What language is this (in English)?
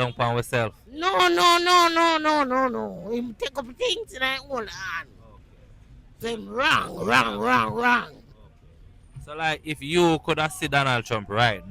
Jamaican Creole English